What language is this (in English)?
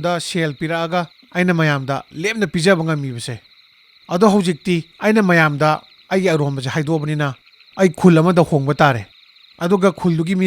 Manipuri